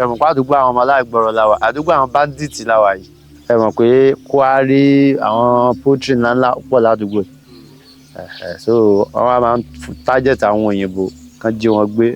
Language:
Yoruba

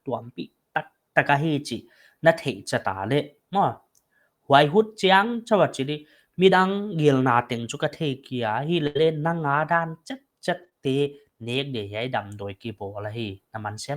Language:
Paite Chin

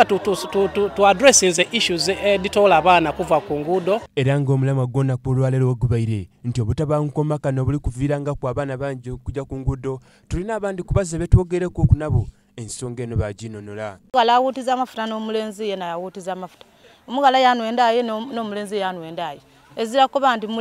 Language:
Soga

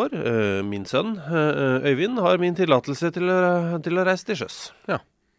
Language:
Norwegian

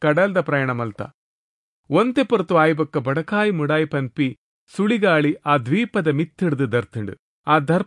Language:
Tulu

